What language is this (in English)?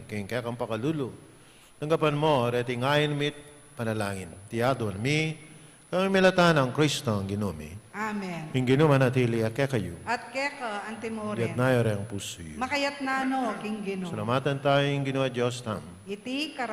Pampanga